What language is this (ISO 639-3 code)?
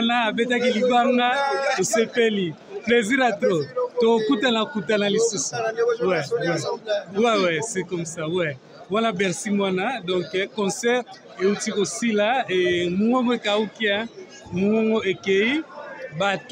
lin